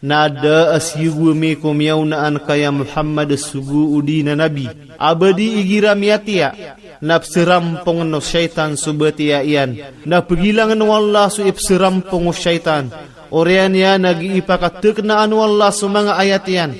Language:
Maranao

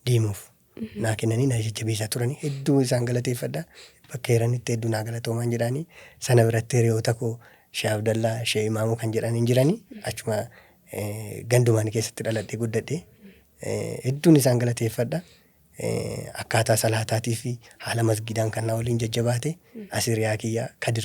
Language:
Oromo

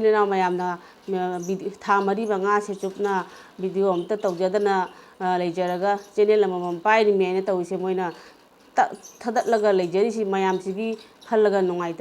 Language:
Manipuri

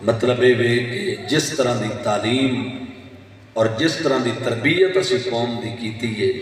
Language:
Saraiki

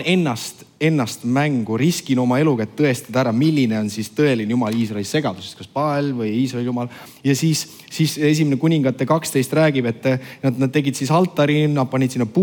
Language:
Estonian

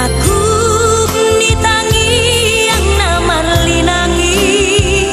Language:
Batak Toba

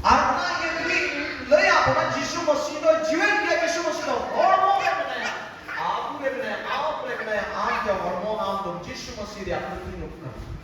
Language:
Santali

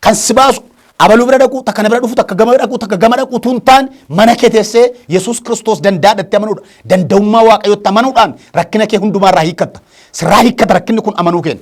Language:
Oromo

